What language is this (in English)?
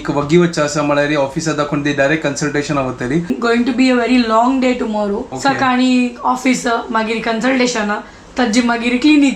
Konkani